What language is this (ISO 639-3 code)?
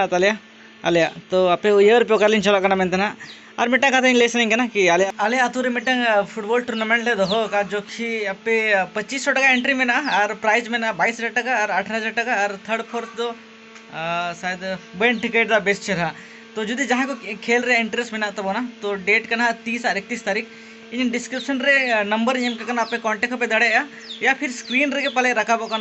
sat